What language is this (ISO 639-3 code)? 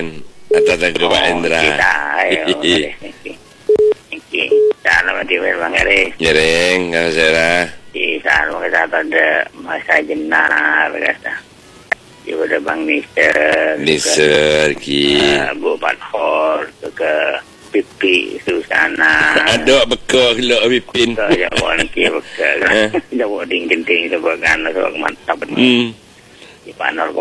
mad